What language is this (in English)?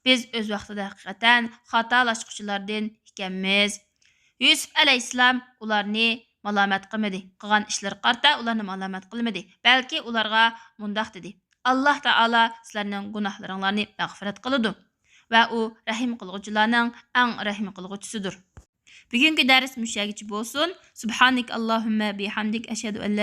Uyghur